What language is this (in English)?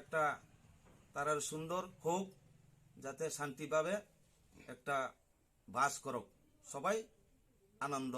Riang (India)